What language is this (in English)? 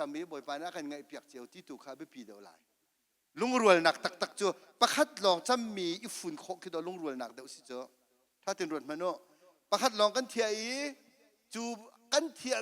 Hakha Chin